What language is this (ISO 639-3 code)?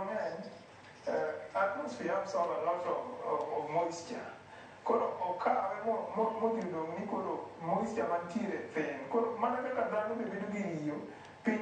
luo